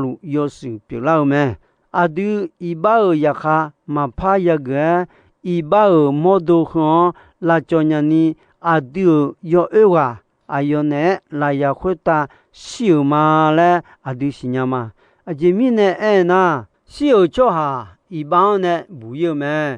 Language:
Akha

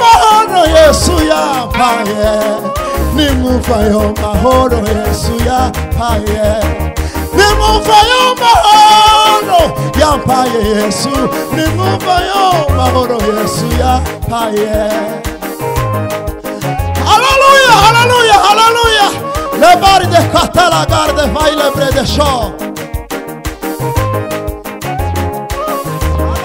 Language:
Kinyarwanda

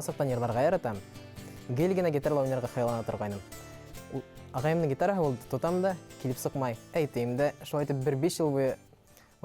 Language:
Bashkir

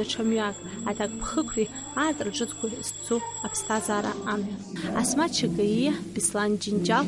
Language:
Abkhazian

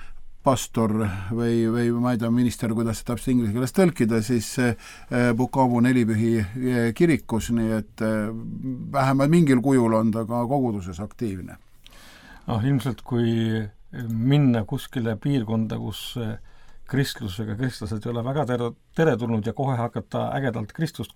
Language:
Estonian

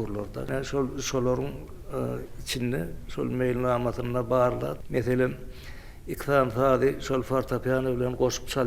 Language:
Turkmen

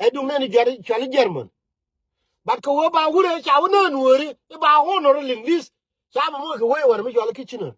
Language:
Nuer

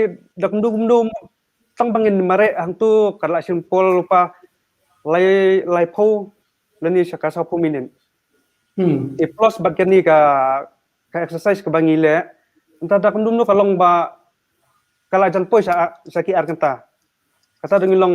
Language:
Khasi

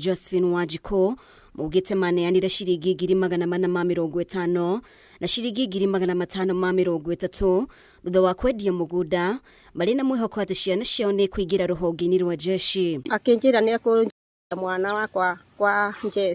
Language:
Kikuyu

